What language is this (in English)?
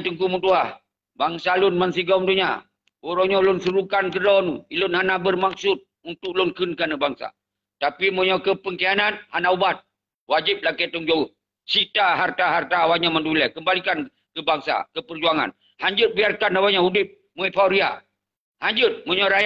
Achinese